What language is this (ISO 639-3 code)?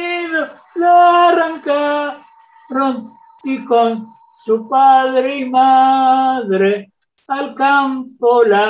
lad